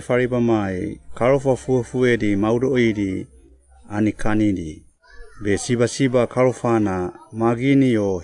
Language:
Suau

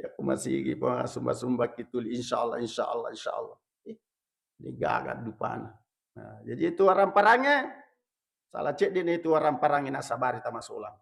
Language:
Buginese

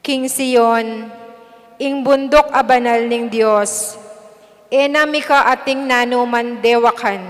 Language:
Pampanga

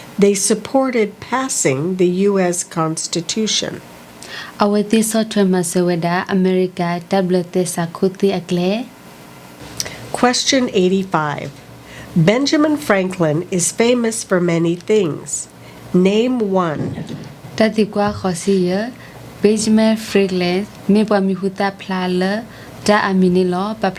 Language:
S'gaw Karen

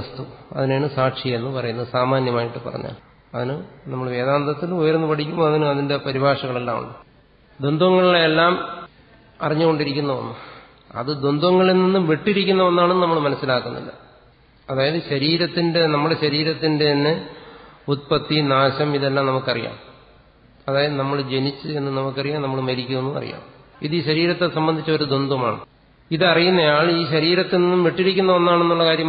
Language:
Malayalam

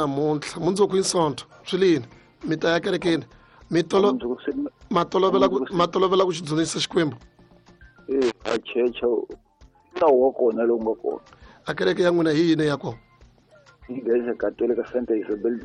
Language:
Tsonga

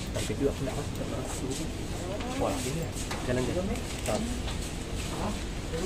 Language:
Malay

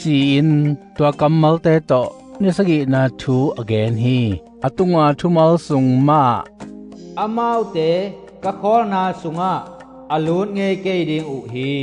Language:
Tedim Chin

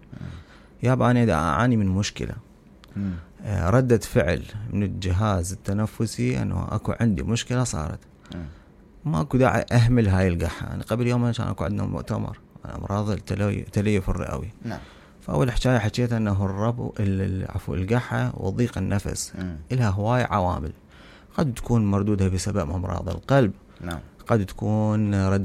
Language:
Mesopotamian Arabic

